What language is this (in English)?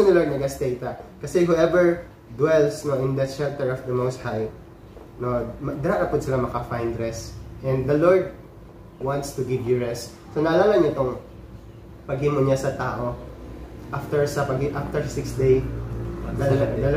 Cebuano